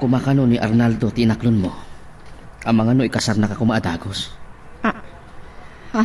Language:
Iloko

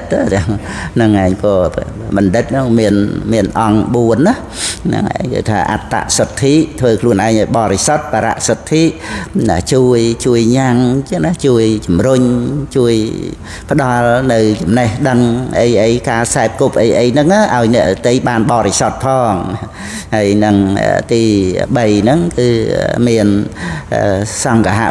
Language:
Khmer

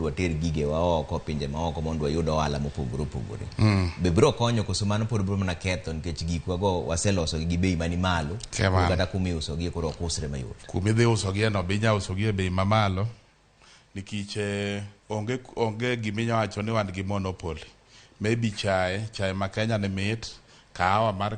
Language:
Luo (Kenya and Tanzania)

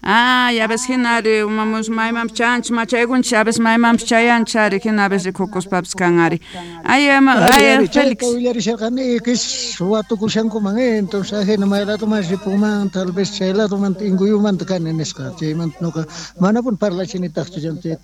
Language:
South Bolivian Quechua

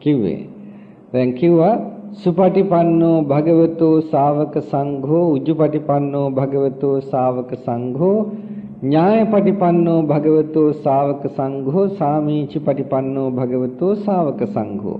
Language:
Sinhala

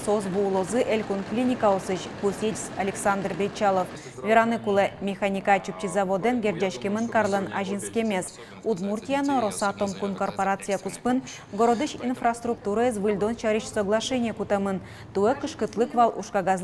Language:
Udmurt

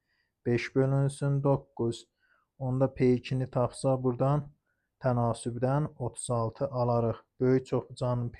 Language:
Azerbaijani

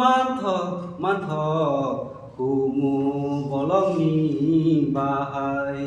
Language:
Kok Borok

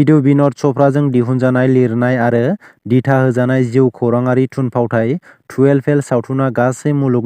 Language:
Bodo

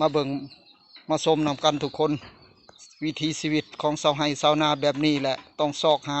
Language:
Lao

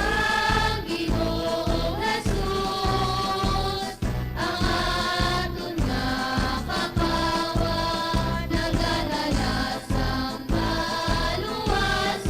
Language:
Hiligaynon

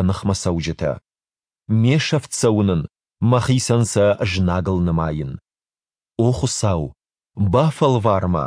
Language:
Ossetic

